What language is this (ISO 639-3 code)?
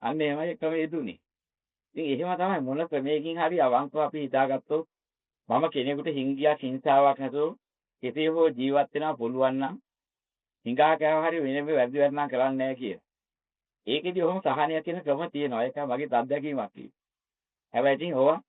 sin